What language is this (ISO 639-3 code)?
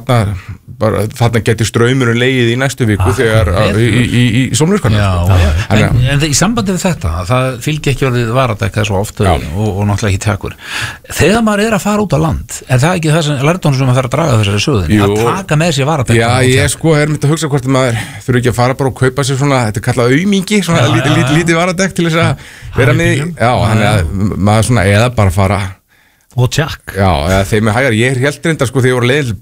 isl